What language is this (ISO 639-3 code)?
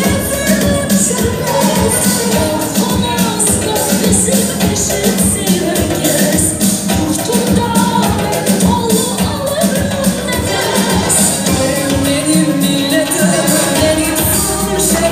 crh